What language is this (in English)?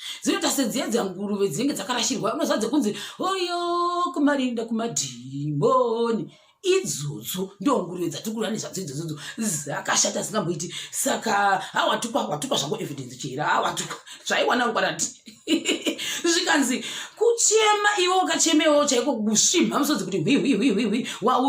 Shona